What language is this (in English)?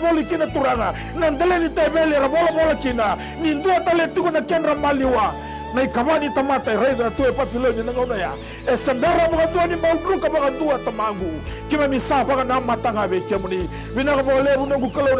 Fijian